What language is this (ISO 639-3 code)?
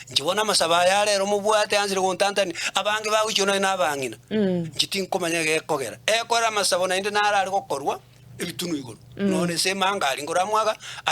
guz